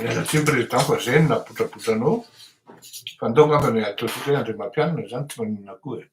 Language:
Malagasy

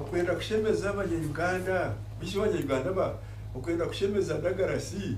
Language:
Nyankole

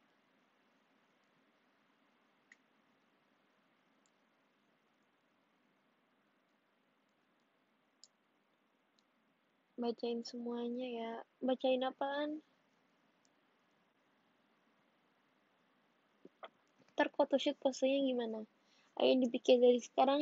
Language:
Indonesian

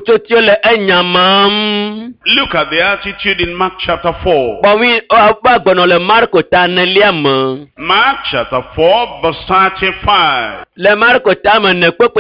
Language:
Ewe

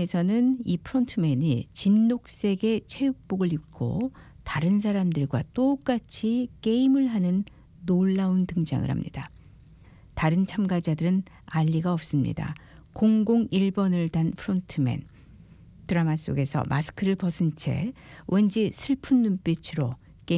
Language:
Korean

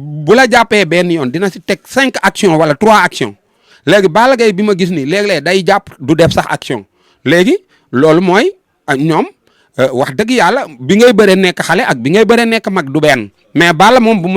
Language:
Wolof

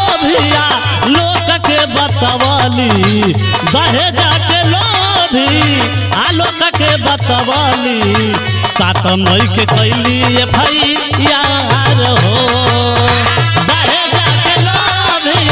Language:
Bhojpuri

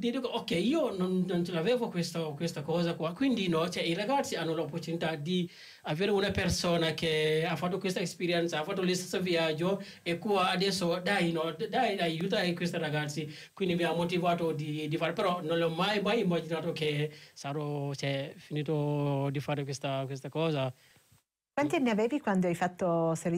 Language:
Italian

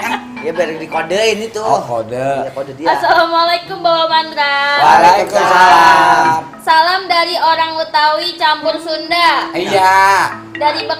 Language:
Betawi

